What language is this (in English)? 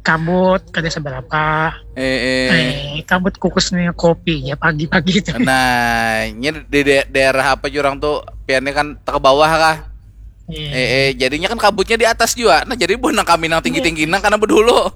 Banjar